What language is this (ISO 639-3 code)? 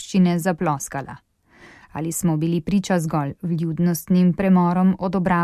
slv